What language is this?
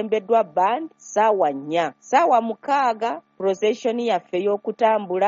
Ganda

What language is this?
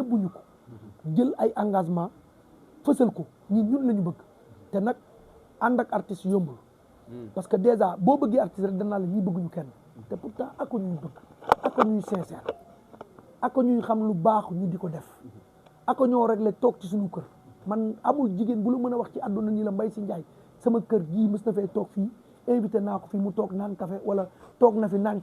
Wolof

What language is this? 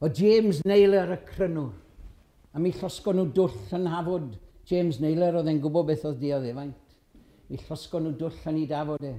Welsh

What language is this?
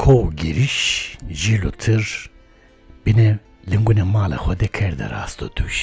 Zaza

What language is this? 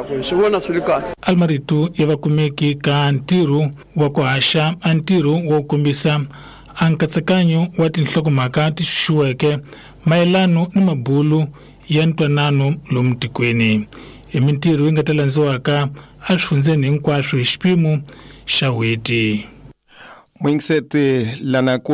Tsonga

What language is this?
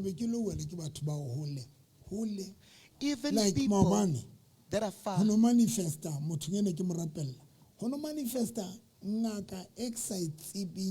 Southern Sotho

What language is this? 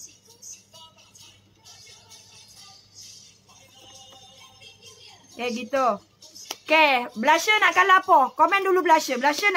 Malay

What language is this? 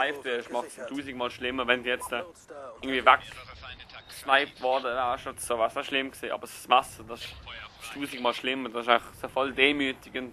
Swiss German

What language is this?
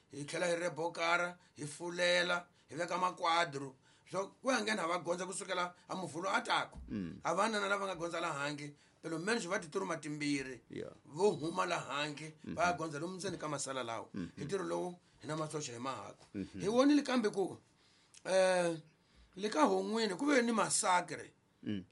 Tsonga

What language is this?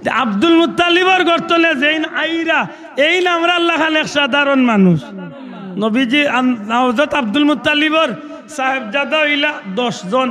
Sylheti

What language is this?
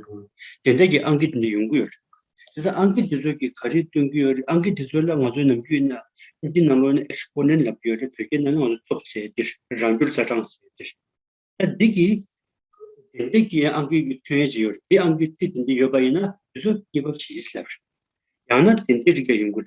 Tibetan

